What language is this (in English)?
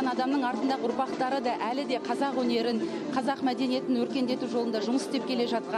Kazakh